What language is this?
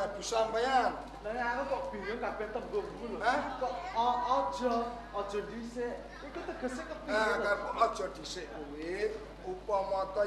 Javanese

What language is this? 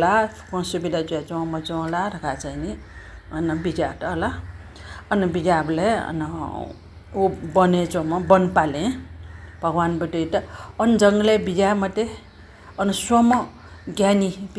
Newari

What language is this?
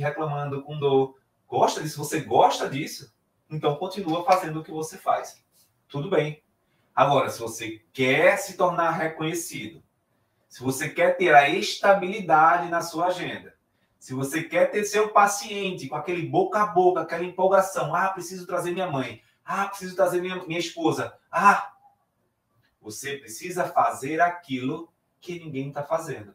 Portuguese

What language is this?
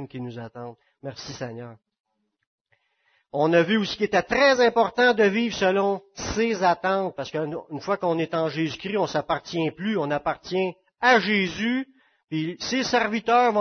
French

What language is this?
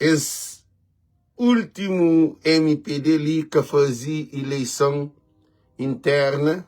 Kabuverdianu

